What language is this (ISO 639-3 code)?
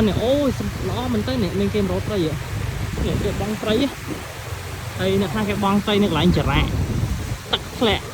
khm